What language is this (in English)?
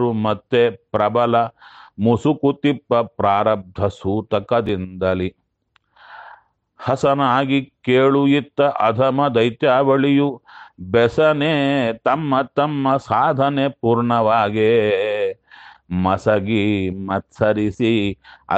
Kannada